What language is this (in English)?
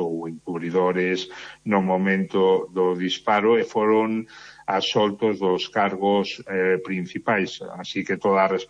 Galician